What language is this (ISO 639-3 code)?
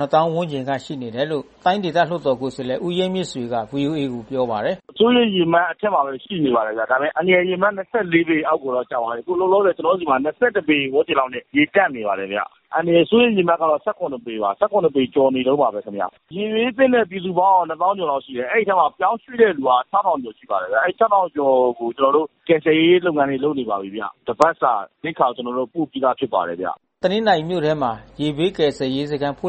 mya